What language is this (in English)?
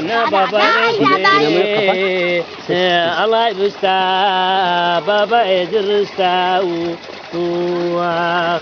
Zaza